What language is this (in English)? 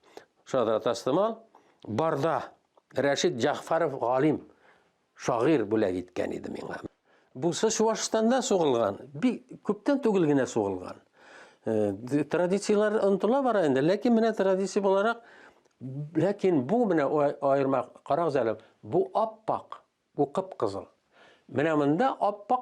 Tatar